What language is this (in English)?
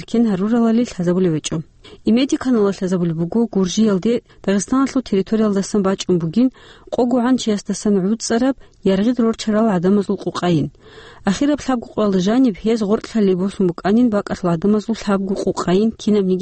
Avaric